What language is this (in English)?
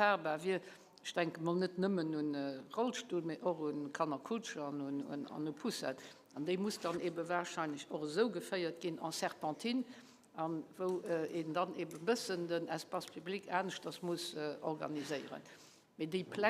Luxembourgish